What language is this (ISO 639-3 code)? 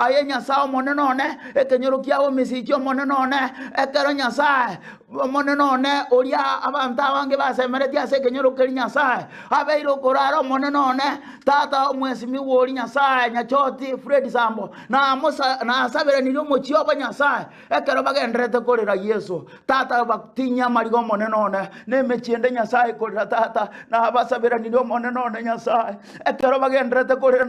guz